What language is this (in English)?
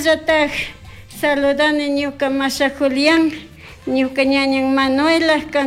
Chimborazo Highland Quichua